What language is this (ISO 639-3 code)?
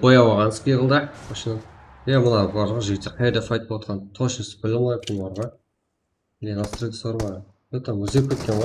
kaa